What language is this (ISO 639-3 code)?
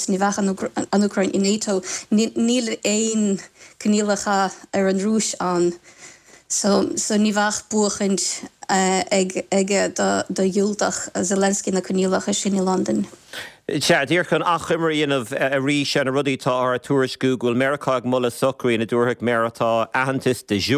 gle